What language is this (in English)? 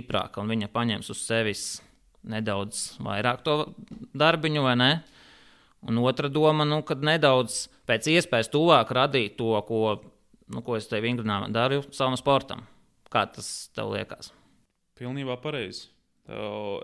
Latvian